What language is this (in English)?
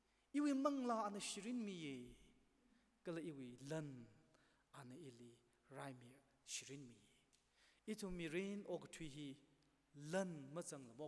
Tangkhul Naga (India)